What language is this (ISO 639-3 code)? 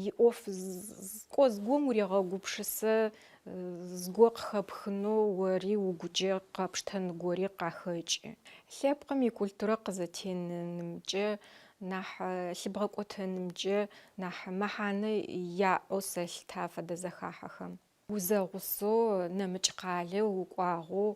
ady